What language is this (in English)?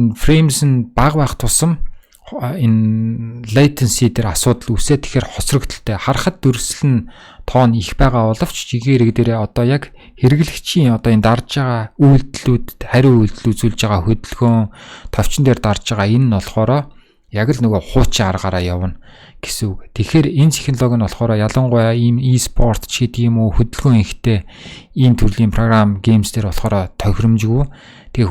Mongolian